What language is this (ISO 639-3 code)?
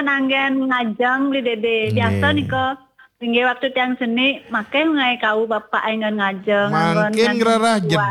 ban